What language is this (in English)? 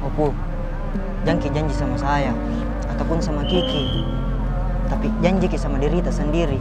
Makassar Malay